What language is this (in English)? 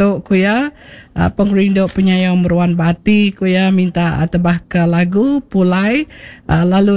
Iban